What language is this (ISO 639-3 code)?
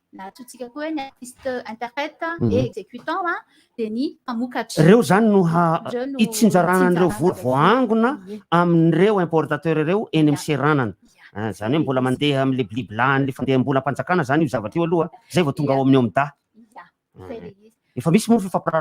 mlg